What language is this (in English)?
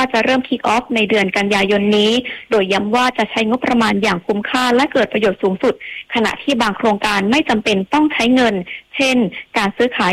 Thai